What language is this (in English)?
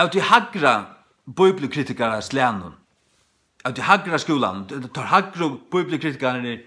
Faroese